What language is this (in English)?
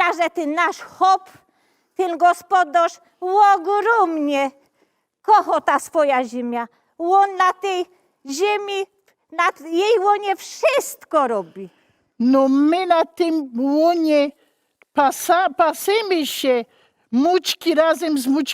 Silesian